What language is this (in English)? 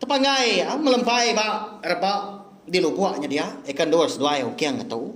Iban